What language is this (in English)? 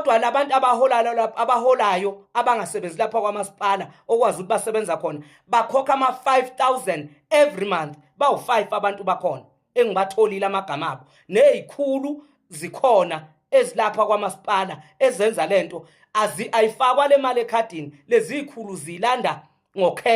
Zulu